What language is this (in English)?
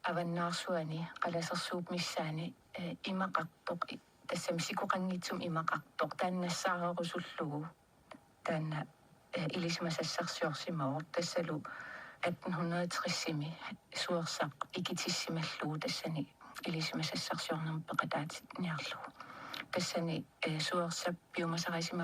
Kalaallisut